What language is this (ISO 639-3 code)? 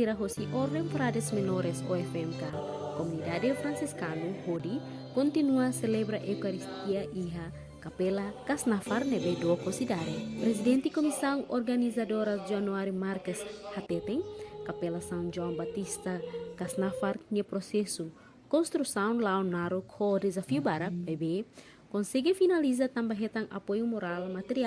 tet